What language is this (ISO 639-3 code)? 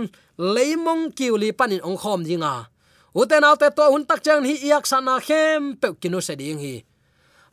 ctd